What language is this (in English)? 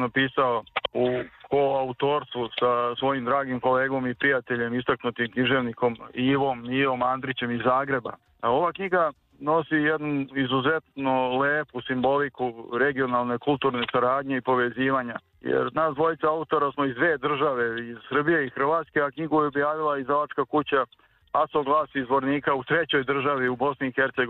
Serbian